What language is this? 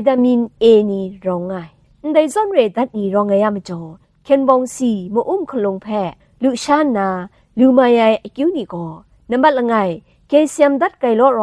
Kachin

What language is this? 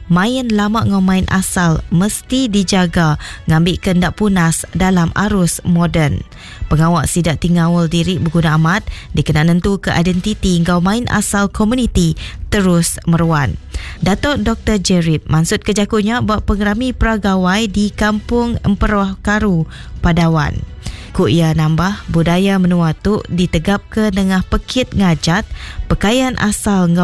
Iban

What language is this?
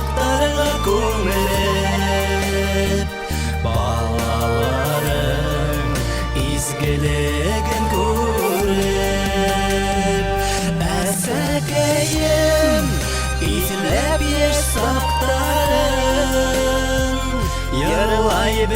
Bashkir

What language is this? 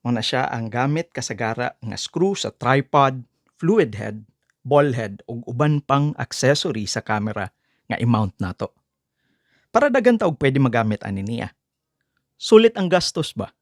Cebuano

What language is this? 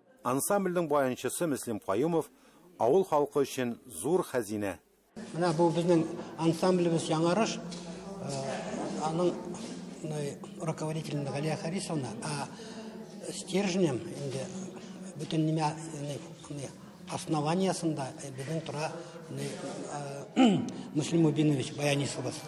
Tatar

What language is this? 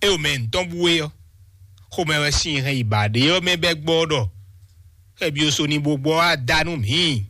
Fon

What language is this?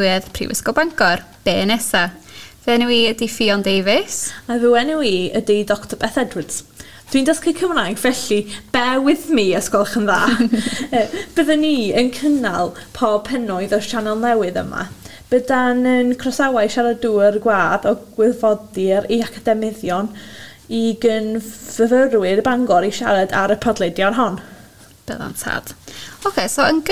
Welsh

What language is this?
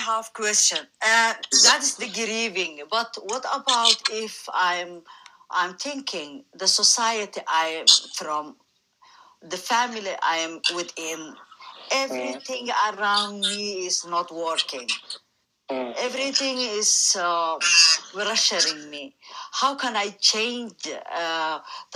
English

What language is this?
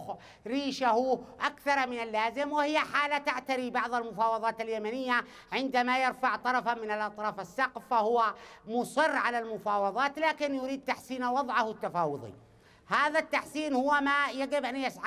Arabic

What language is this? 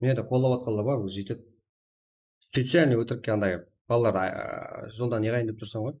Kara-Kalpak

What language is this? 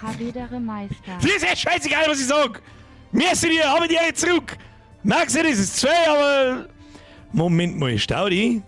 Bavarian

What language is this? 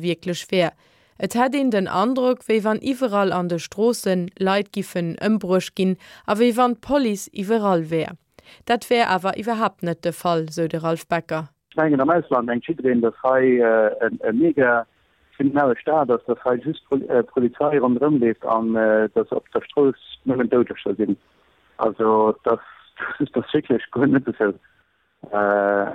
Luxembourgish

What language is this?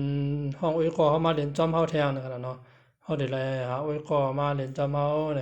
Shan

